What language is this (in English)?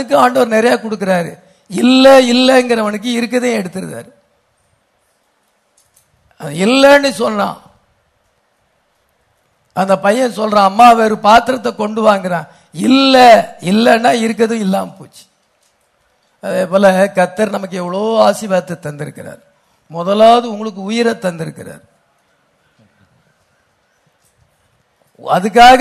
Tamil